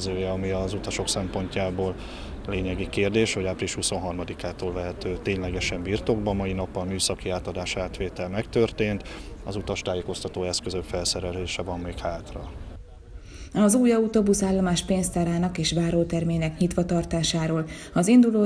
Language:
Hungarian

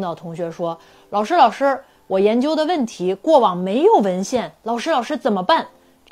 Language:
Chinese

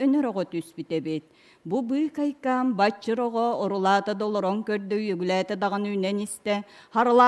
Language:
Yakut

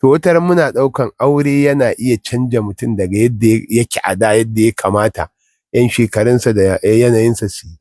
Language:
Hausa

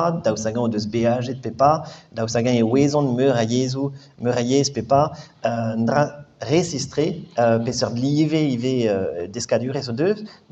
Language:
Breton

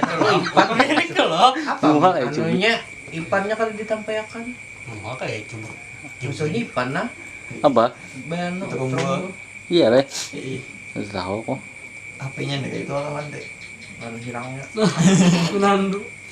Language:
Banjar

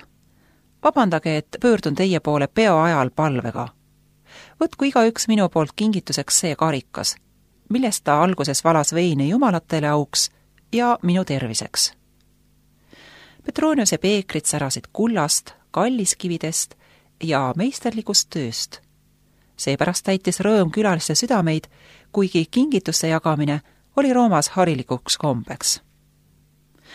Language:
Estonian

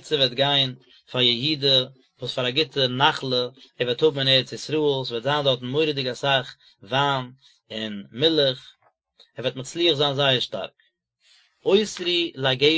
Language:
Yiddish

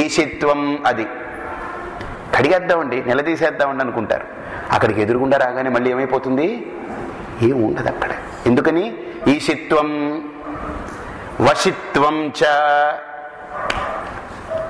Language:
Telugu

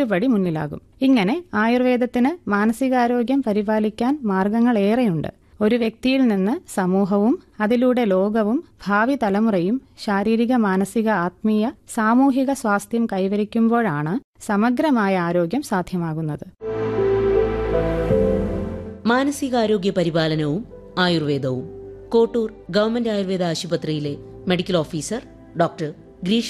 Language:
Malayalam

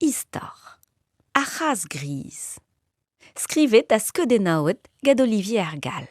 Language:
Breton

